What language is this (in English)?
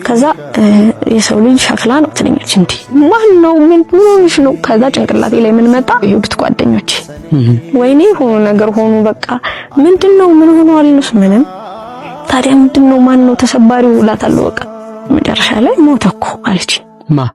Amharic